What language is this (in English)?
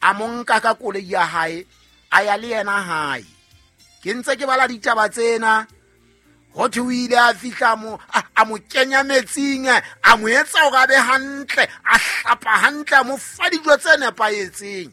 Southern Sotho